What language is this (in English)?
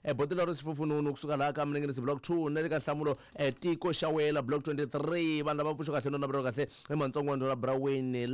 Tsonga